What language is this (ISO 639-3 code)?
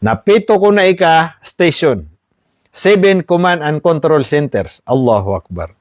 mrw